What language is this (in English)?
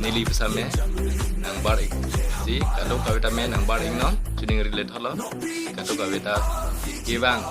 Karbi